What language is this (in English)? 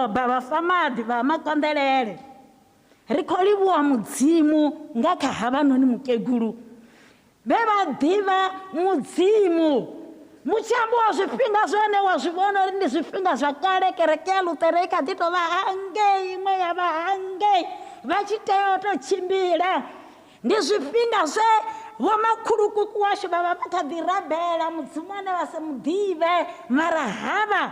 Venda